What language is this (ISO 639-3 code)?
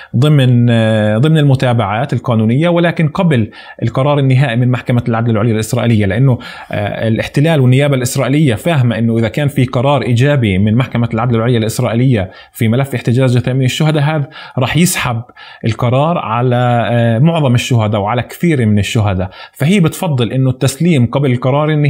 apc